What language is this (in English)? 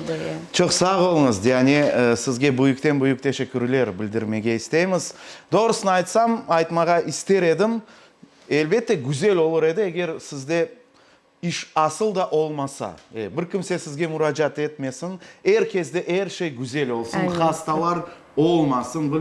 Crimean Tatar